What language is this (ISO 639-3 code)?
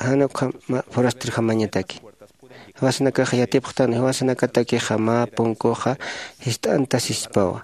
aym